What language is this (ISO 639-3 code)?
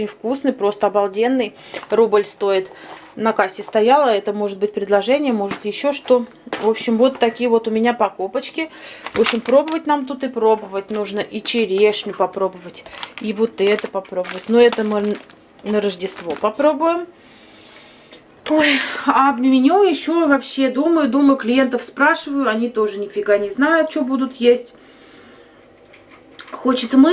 rus